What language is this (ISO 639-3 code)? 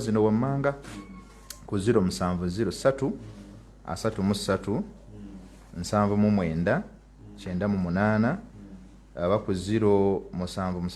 lug